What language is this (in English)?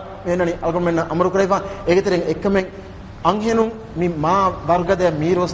Divehi